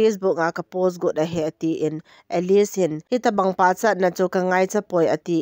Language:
Thado Chin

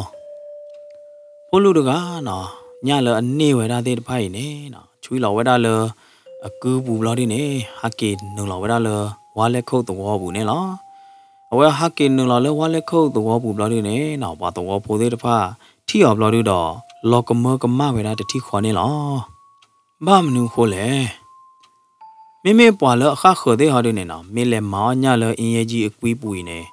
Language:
S'gaw Karen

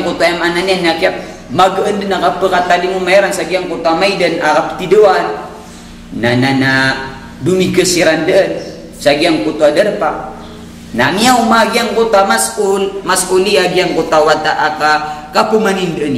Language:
Maranao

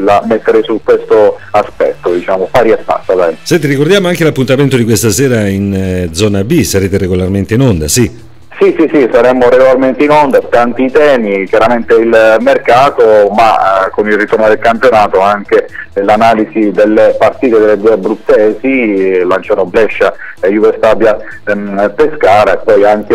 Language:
Italian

